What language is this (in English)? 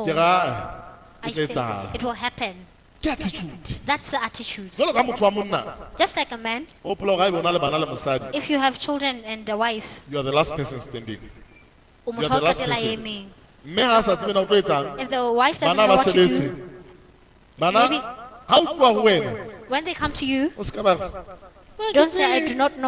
Southern Sotho